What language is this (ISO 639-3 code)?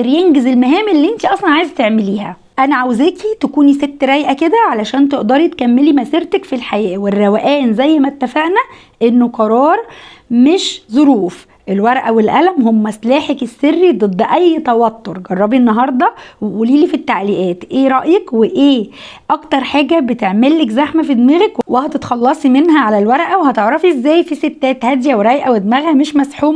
arz